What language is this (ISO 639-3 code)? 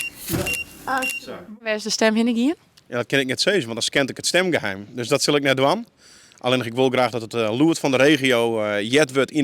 fry